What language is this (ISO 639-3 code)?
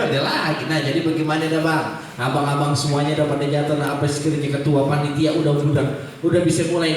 bew